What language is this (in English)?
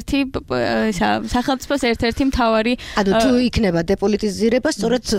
Georgian